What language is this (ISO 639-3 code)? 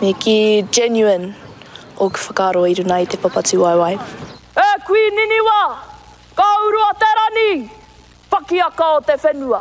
mri